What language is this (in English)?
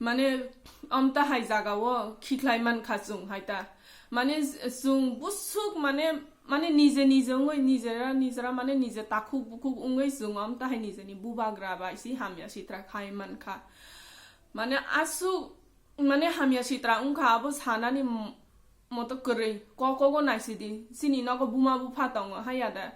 Kok Borok